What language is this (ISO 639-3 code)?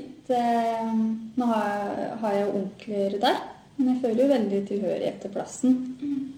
nor